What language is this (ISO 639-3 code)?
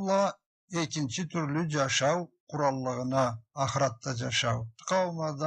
krc